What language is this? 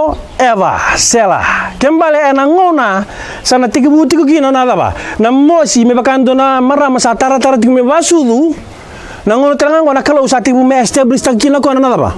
Fijian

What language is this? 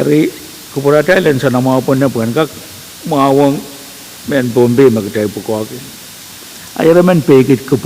Pohnpeian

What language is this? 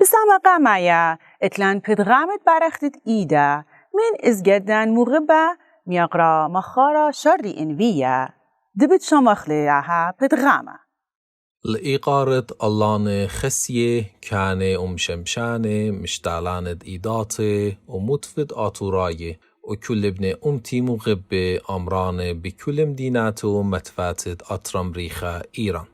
Assyrian Neo-Aramaic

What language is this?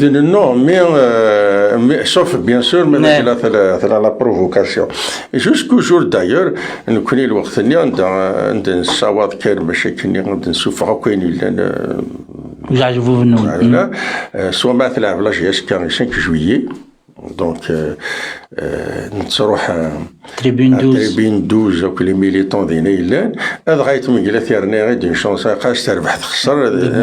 Kabyle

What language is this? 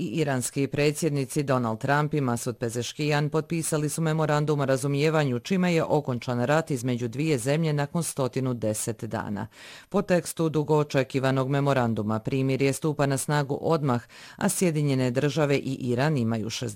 Bosnian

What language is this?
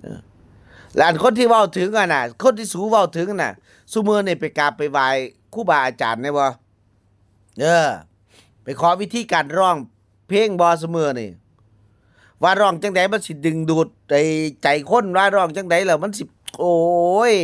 Northeastern Thai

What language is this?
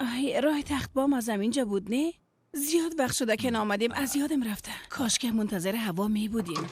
Persian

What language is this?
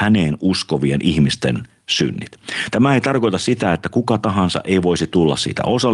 Finnish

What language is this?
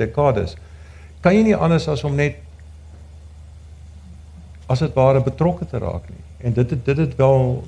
Afrikaans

